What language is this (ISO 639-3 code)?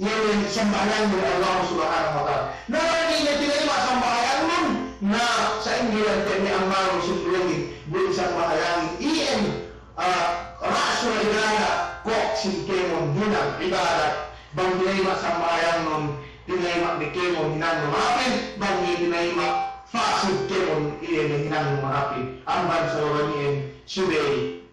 yka